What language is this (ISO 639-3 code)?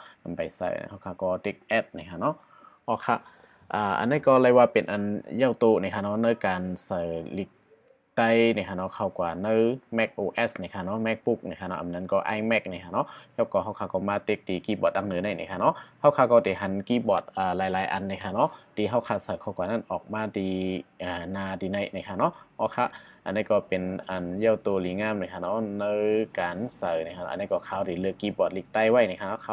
shn